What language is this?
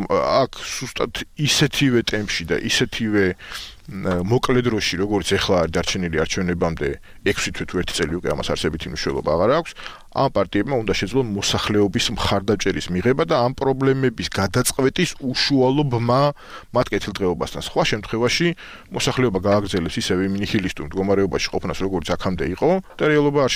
Georgian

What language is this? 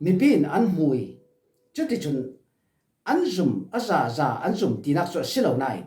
Falam Chin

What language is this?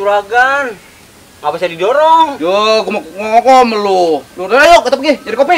Betawi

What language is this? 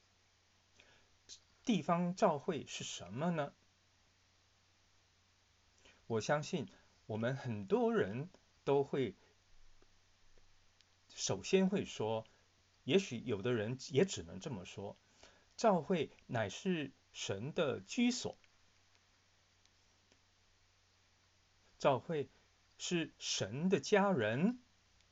Chinese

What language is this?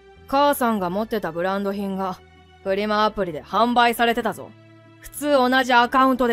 Japanese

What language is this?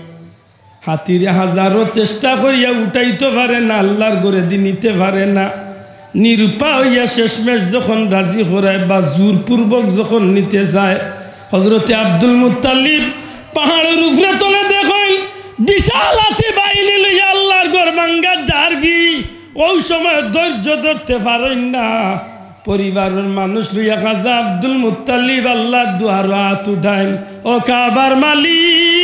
Sylheti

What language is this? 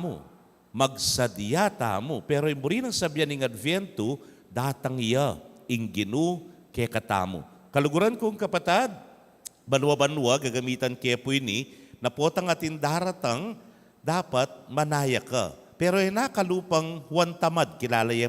Pampanga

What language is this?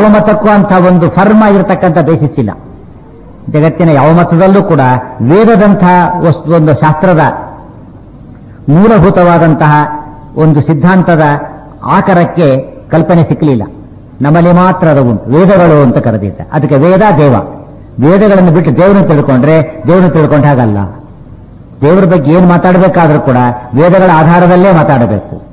Kannada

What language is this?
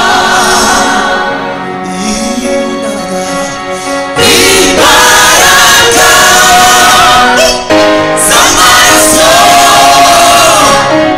Kinyarwanda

